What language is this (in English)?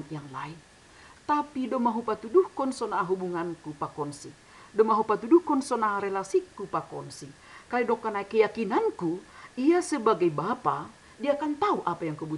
Batak Simalungun